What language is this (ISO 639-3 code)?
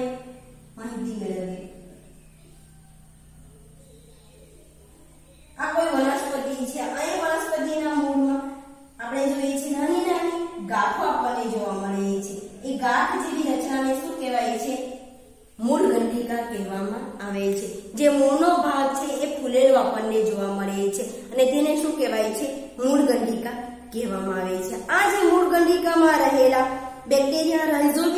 guj